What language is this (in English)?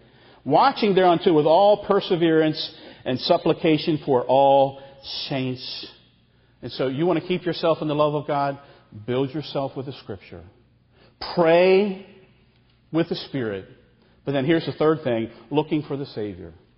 English